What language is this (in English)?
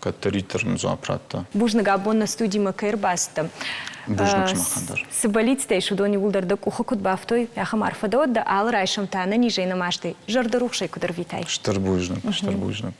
Ossetic